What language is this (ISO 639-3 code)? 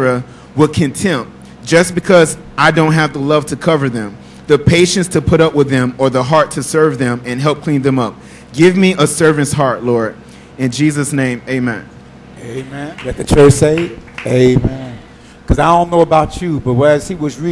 eng